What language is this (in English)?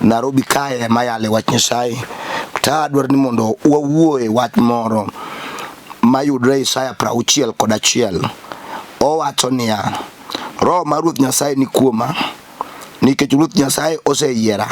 Luo (Kenya and Tanzania)